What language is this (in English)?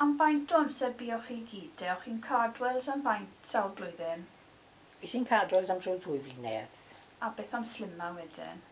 Welsh